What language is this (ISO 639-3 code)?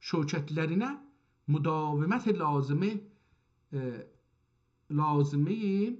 azb